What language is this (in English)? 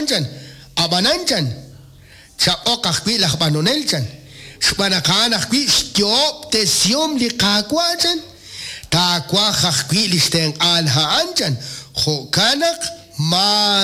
Kekchí